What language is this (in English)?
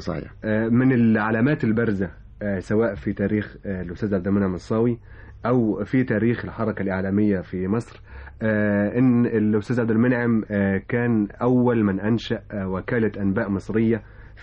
Egyptian Arabic